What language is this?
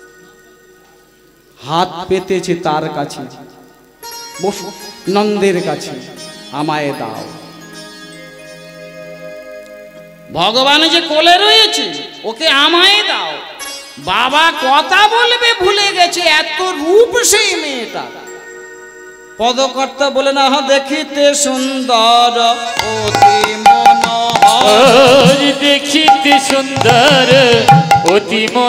Bangla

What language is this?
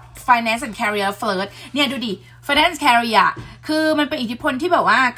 Thai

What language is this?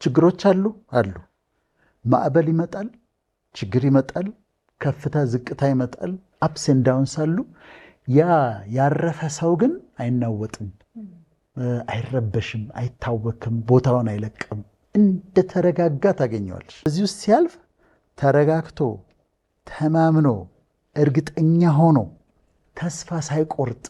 Amharic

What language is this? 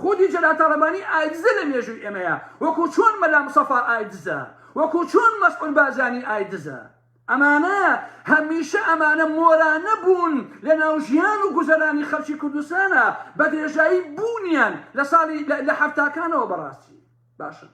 Central Kurdish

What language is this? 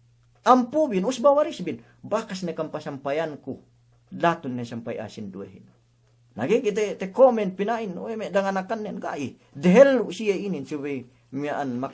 Yakan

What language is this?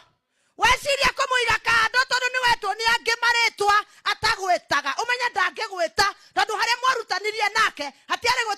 Kikuyu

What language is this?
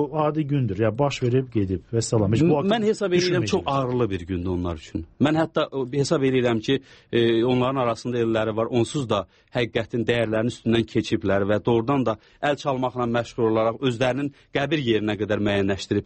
Azerbaijani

